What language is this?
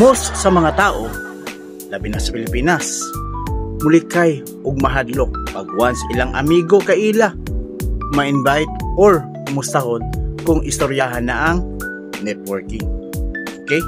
Cebuano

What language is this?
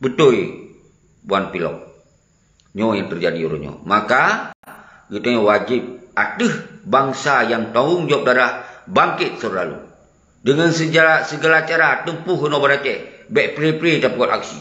Achinese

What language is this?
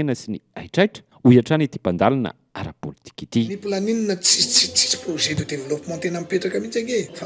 Malagasy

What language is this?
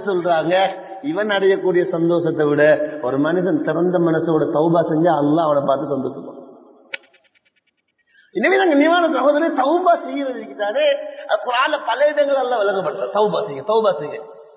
Tamil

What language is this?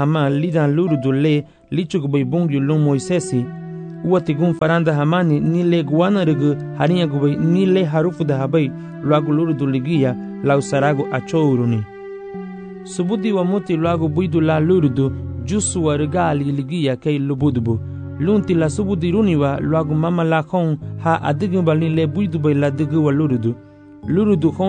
Garifuna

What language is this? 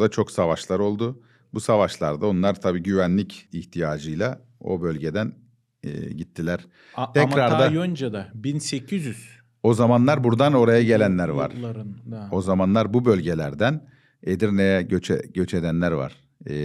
Gagauz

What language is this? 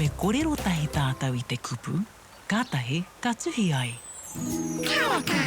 Māori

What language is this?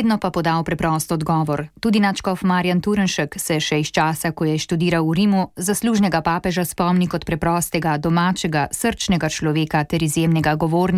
Slovenian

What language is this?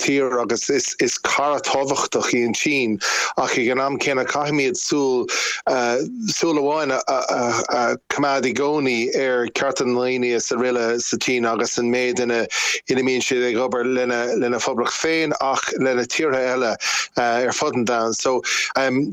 Irish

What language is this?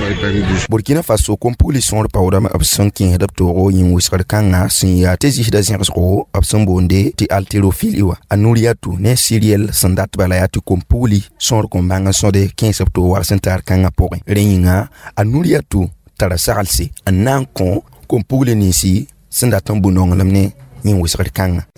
Mossi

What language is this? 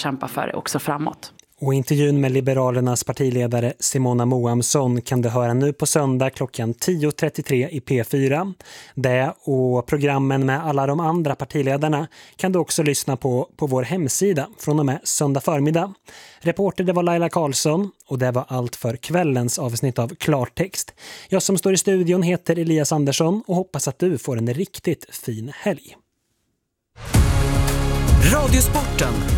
Swedish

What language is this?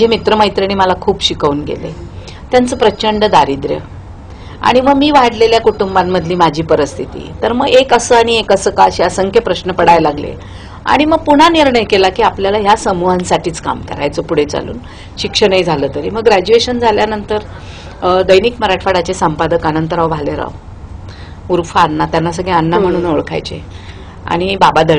Marathi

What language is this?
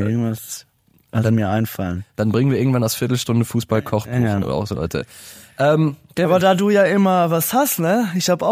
German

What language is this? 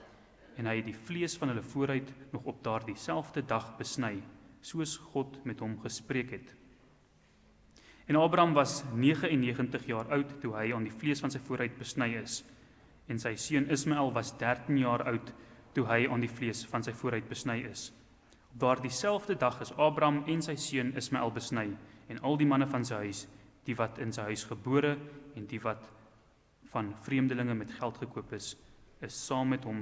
Afrikaans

